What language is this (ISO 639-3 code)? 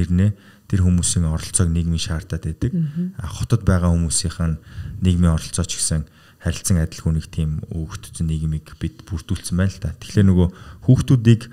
mon